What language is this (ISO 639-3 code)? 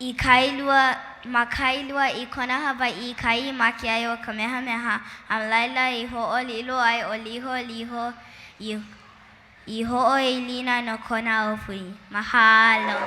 haw